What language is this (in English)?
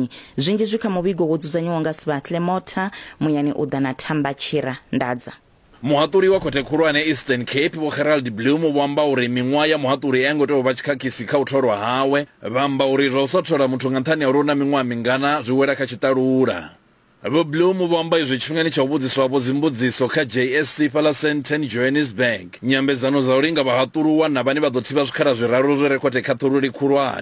Venda